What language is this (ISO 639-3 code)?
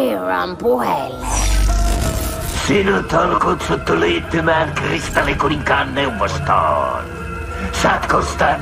fin